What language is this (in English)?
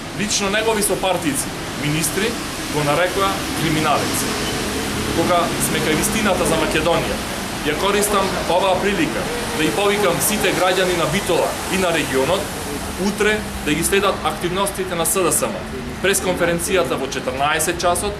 Macedonian